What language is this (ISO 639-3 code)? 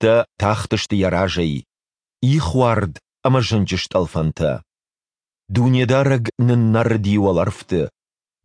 oss